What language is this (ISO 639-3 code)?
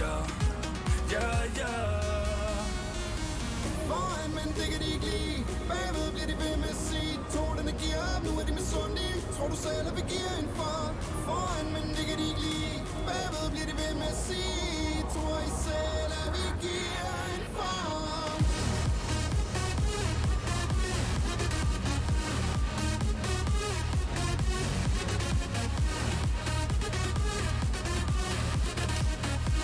dan